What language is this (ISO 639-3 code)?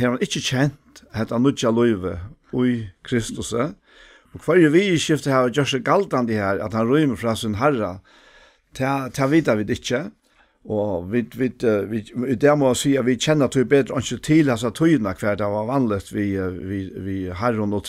fao